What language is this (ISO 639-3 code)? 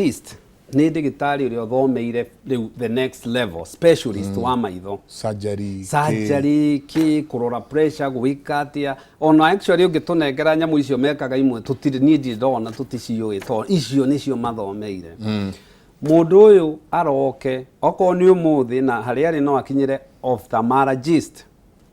kik